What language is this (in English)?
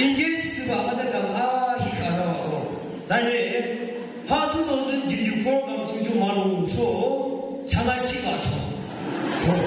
Yimchungru Naga